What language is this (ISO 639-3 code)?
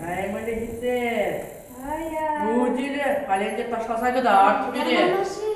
chv